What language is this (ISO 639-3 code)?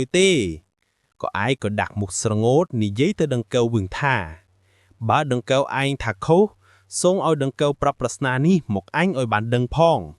khm